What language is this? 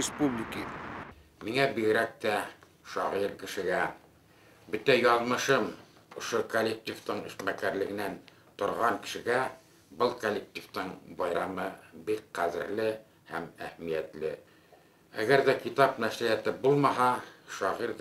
Bashkir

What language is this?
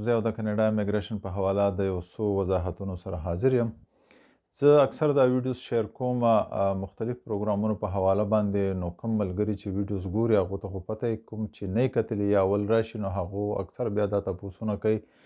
Pashto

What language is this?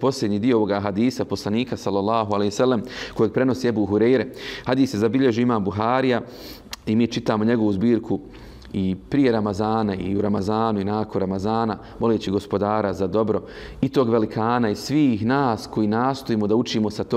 Bosnian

